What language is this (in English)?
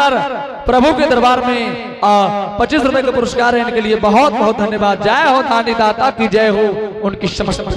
Angika